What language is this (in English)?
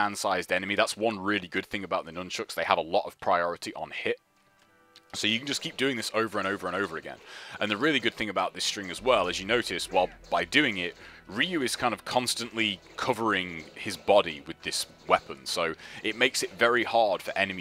English